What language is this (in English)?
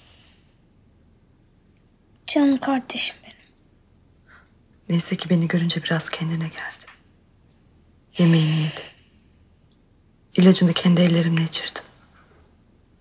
Turkish